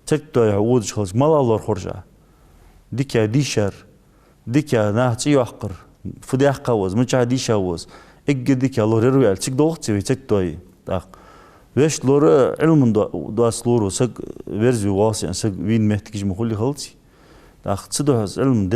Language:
Ingush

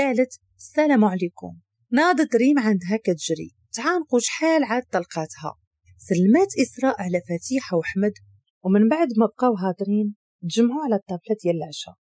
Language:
Moroccan Arabic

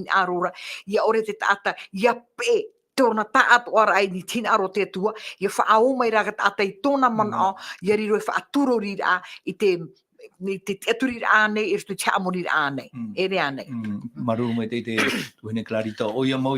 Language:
Tahitian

